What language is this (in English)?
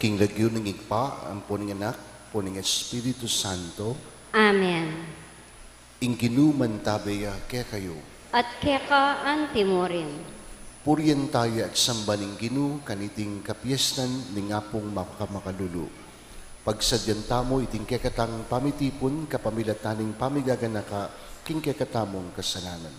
Pampanga